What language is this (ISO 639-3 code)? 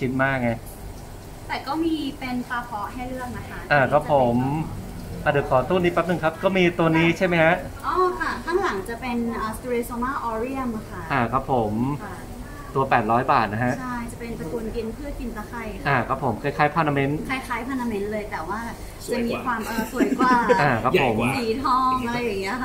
tha